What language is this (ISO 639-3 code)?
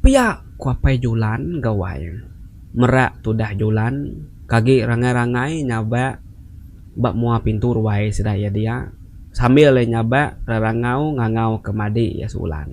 iba